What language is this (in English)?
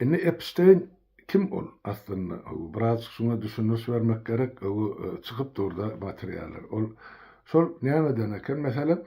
Turkmen